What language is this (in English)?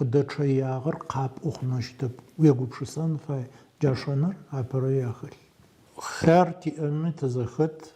Adyghe